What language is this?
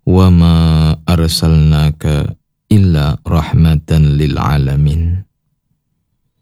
Indonesian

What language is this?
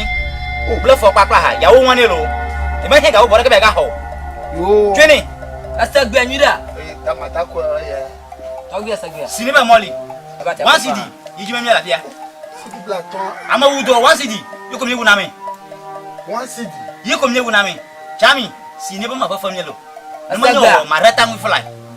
Ewe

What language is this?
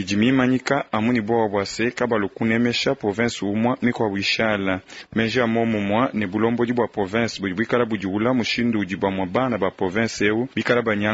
Luba-Lulua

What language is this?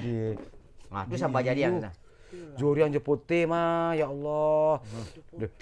Minangkabau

